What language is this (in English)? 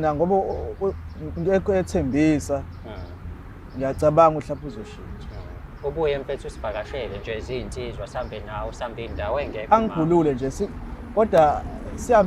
Zulu